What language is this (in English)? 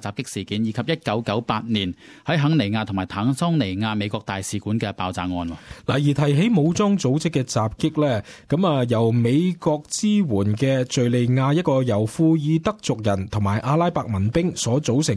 Cantonese